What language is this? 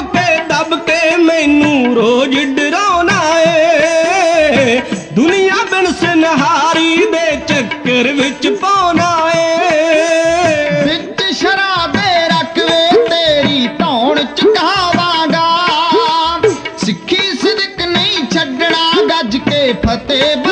Punjabi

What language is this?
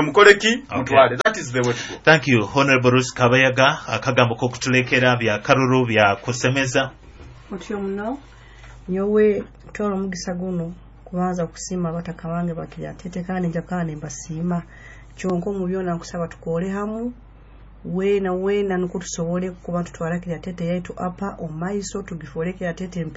Nyoro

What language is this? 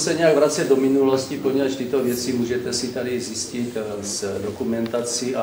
Czech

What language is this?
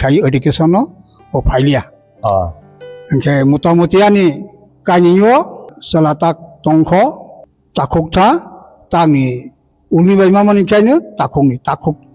Kok Borok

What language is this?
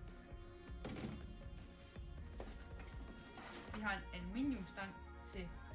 Danish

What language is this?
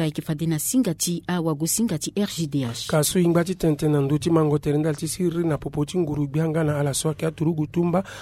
Sango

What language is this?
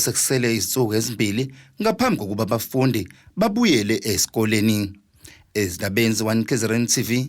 Zulu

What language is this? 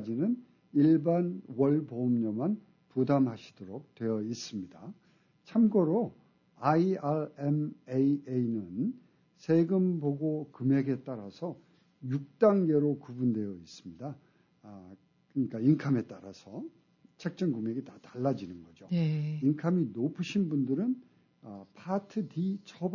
Korean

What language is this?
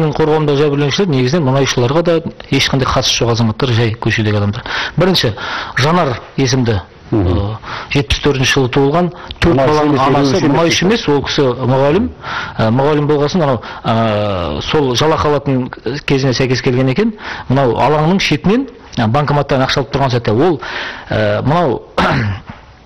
Kazakh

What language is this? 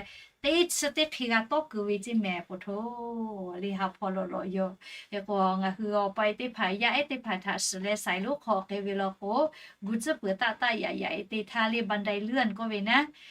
Lahu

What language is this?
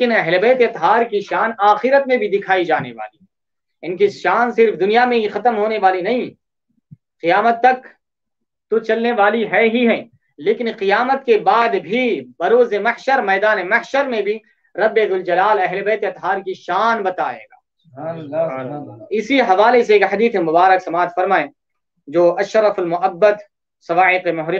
Urdu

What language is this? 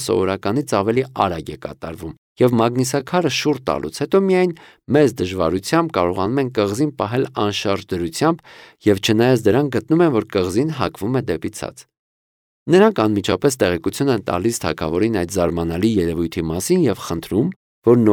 Armenian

